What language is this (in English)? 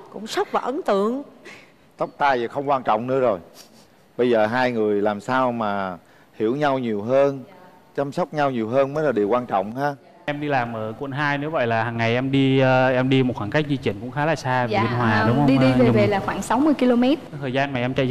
Vietnamese